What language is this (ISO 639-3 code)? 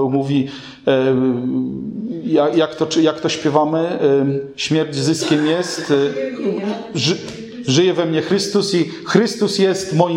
pol